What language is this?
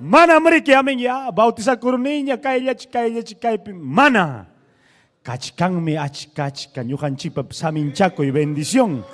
Ayacucho Quechua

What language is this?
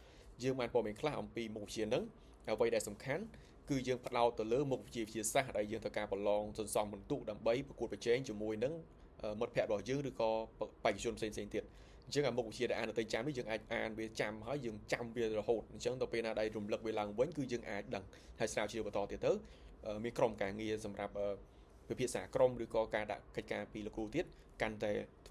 Khmer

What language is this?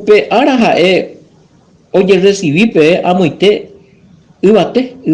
Guarani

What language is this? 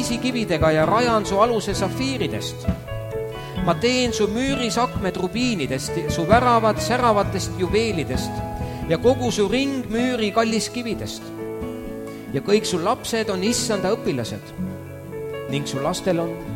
Estonian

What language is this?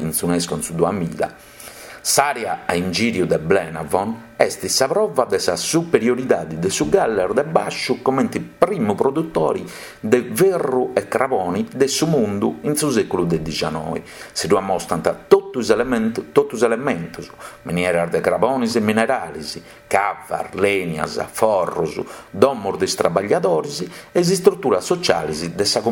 Sardinian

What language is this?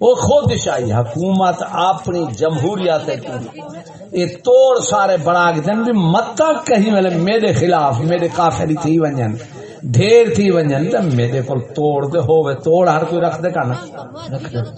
Saraiki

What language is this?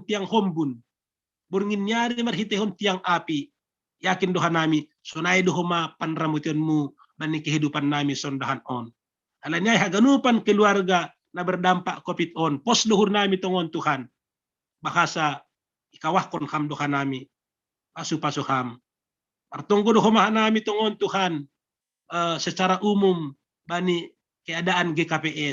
Batak Simalungun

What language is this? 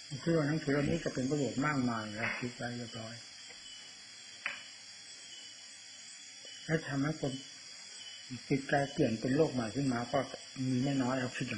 Thai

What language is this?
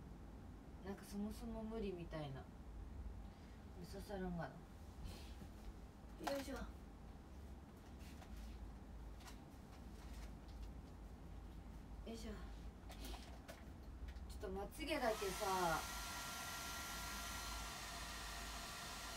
Japanese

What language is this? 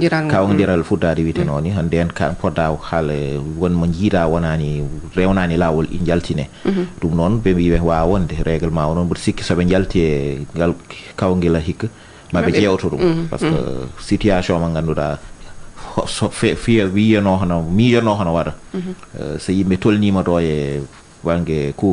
Fula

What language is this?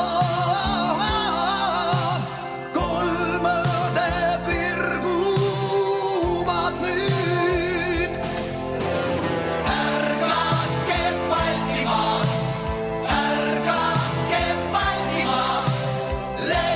Estonian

